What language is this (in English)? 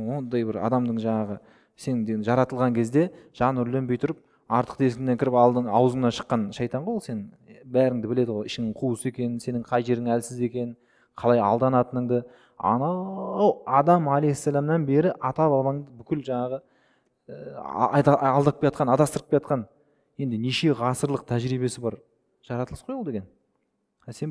Kazakh